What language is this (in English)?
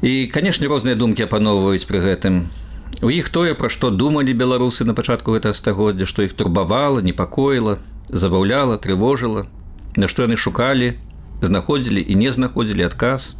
Belarusian